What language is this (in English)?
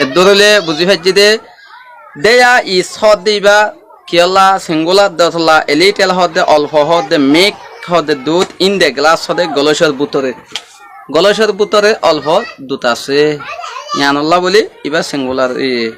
Rohingya